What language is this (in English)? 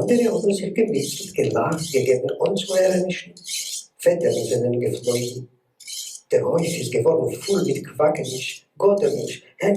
Yiddish